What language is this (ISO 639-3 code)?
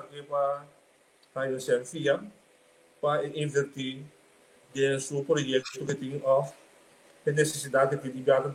pap